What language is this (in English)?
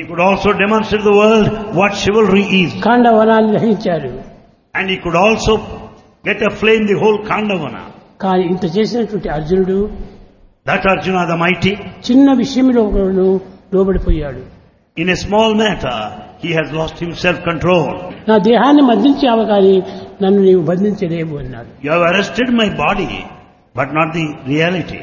Telugu